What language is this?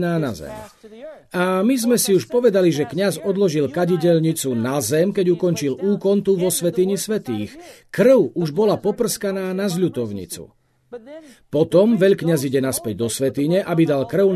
Slovak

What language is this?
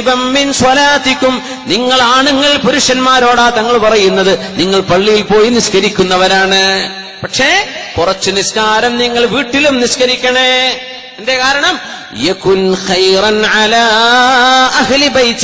Malayalam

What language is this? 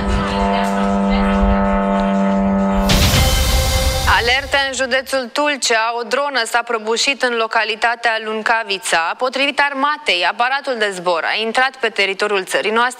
Romanian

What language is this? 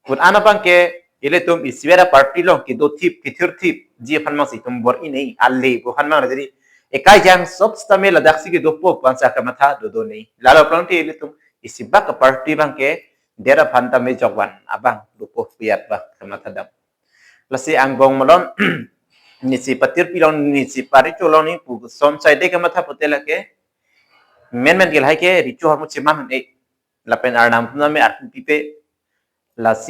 Karbi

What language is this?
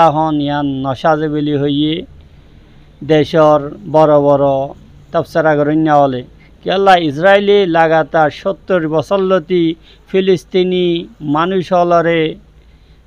Rohingya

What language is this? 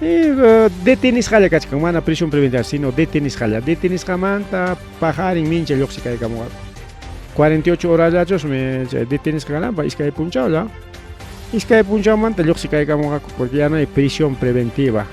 Ayacucho Quechua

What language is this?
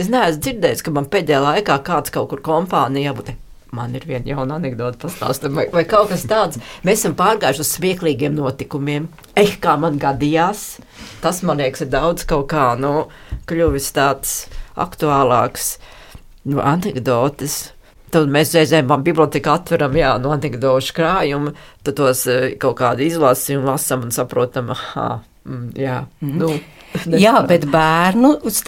Latvian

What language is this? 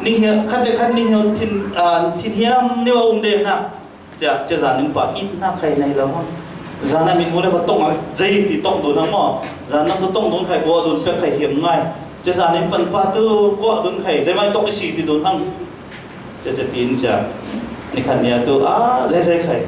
Falam Chin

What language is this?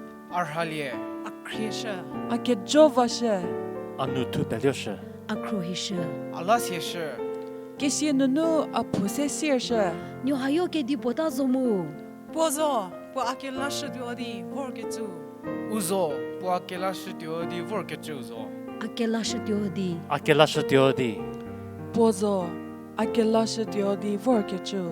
Angami Naga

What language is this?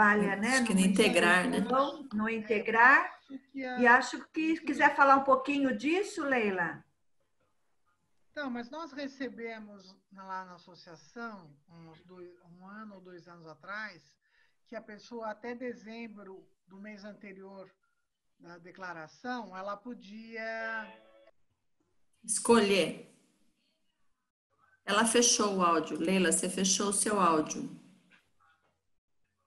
Portuguese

